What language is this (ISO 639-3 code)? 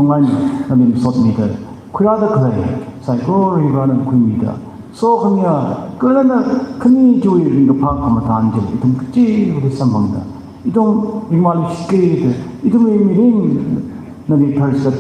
nmf